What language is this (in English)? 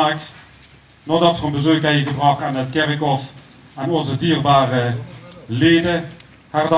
Limburgish